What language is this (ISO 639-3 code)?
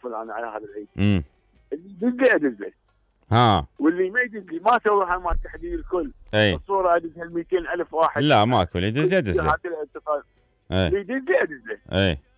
acm